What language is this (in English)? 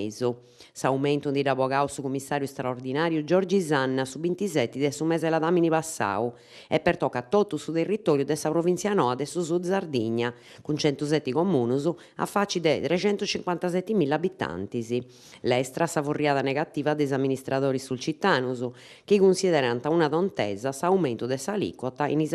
Sardinian